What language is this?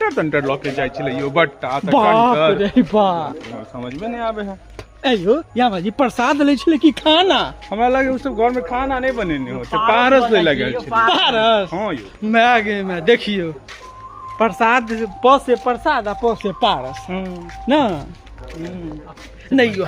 Maithili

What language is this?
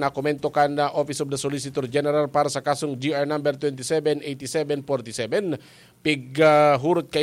Bikol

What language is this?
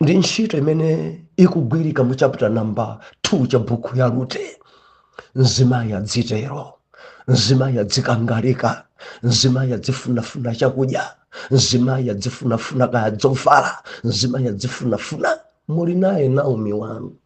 Nyanja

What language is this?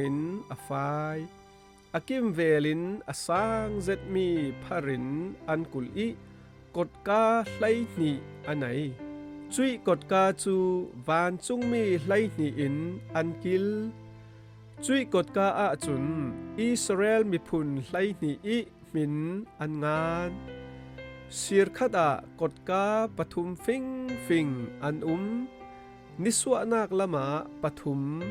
Falam Chin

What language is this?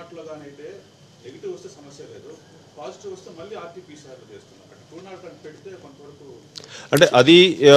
Telugu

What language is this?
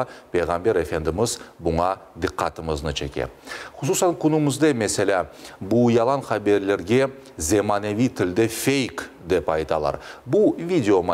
Crimean Tatar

